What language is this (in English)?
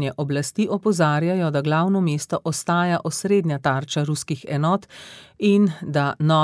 Slovenian